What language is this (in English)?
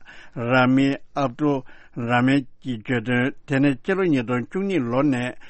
Tibetan